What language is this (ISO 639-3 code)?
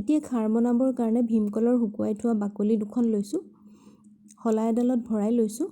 asm